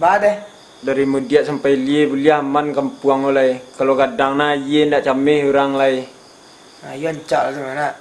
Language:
Minangkabau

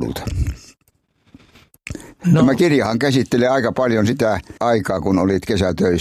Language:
Finnish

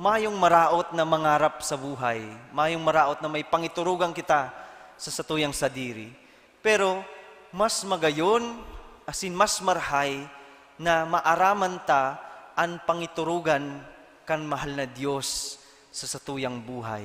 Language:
Bikol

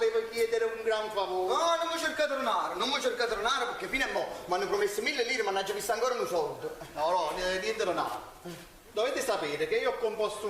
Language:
Neapolitan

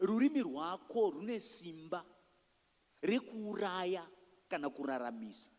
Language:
Shona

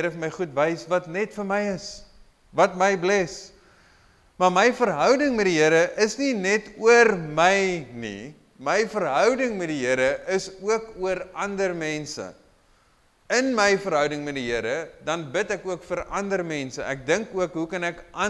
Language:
Afrikaans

